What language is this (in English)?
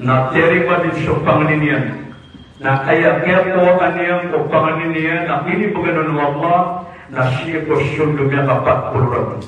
Maranao